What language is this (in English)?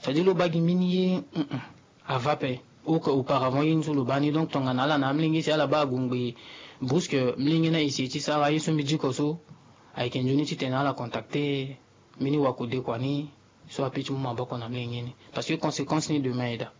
Sango